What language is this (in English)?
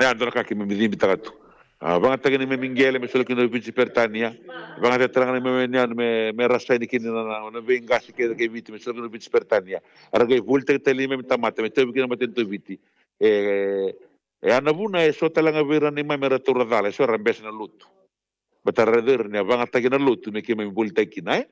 Fijian